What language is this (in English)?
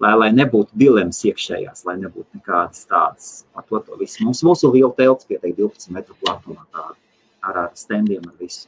Latvian